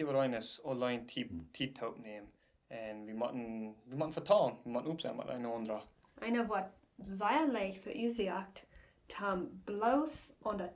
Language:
Plautdietsch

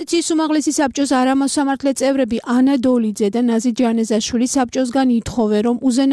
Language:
Georgian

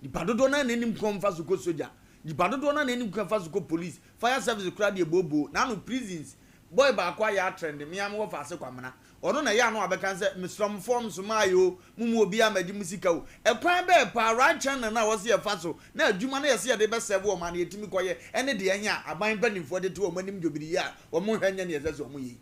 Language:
Akan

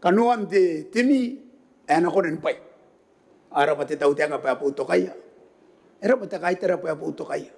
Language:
Gilbertese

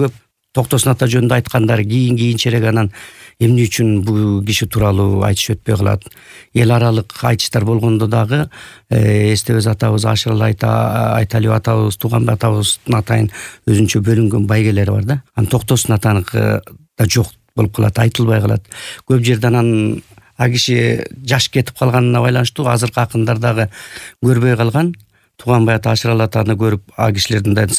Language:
Kyrgyz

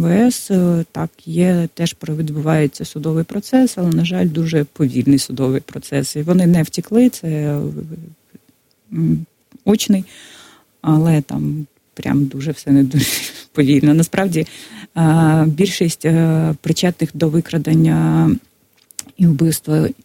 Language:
Ukrainian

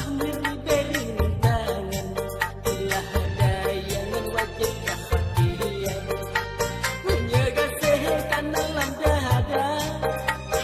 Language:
Achinese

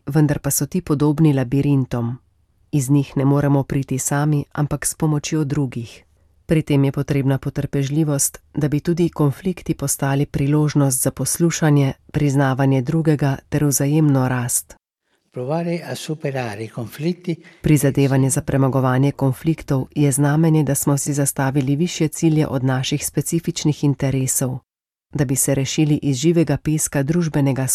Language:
Slovenian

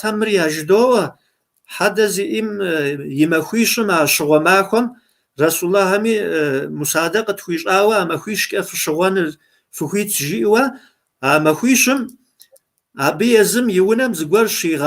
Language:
Kabardian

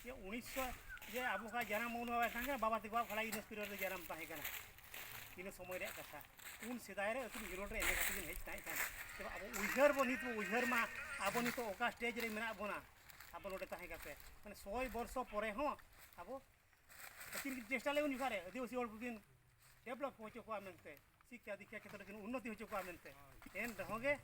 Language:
Santali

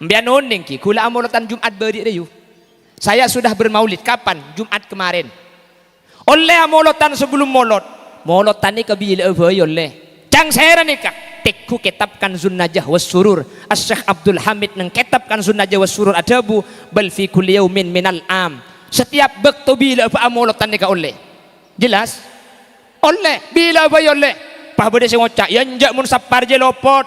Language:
Madurese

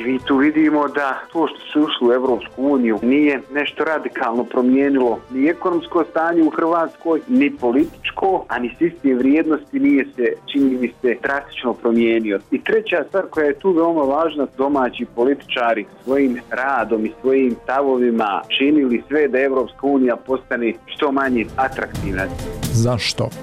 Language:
Croatian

